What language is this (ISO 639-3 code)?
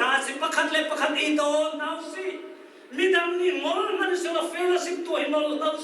cnh